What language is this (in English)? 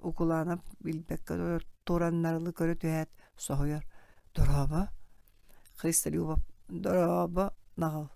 Yakut